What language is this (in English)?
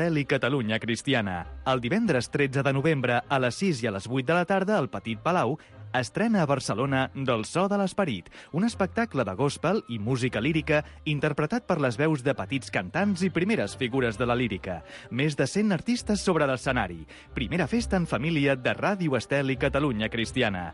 Catalan